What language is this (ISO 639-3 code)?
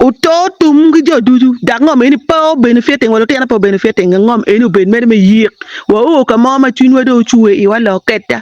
ach